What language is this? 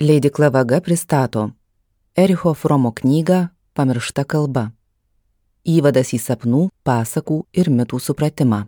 Lithuanian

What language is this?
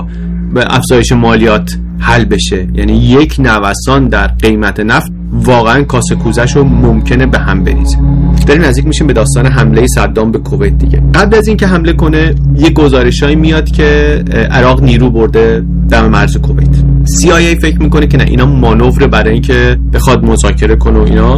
Persian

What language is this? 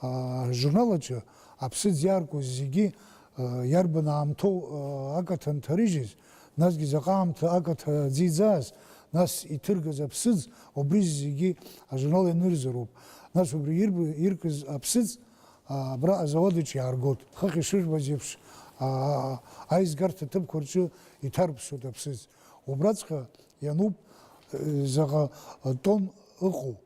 Abkhazian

